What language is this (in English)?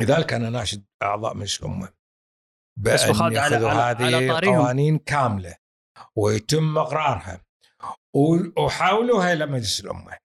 Gulf Arabic